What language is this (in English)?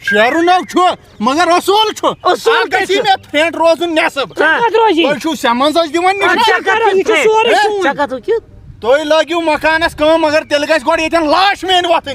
Kashmiri